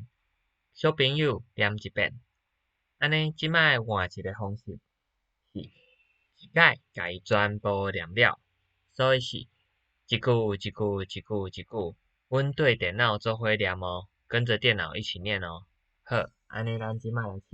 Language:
Min Nan Chinese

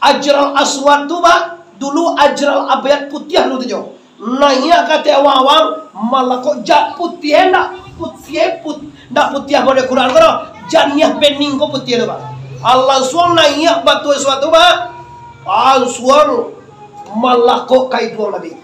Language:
Minangkabau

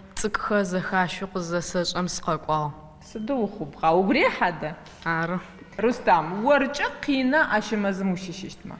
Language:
Adyghe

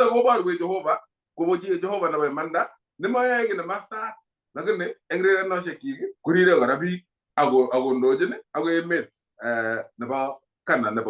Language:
Kalenjin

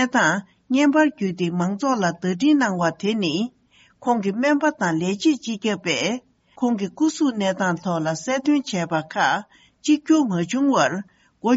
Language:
Tibetan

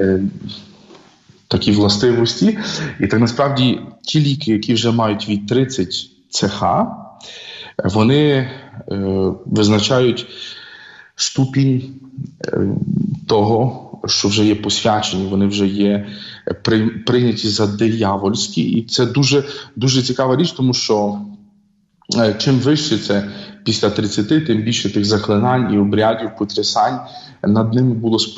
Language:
Ukrainian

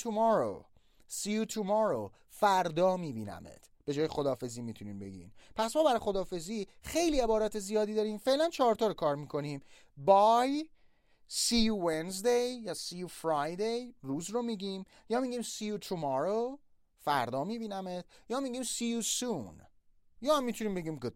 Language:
Persian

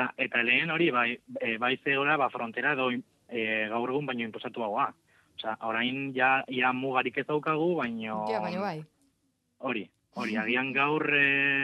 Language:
Basque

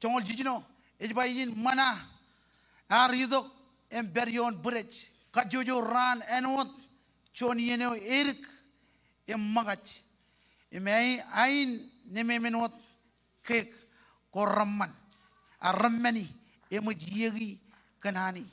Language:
Marshallese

